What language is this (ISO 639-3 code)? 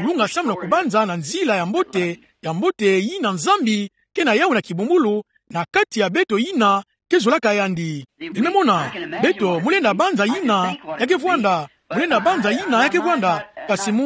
ktu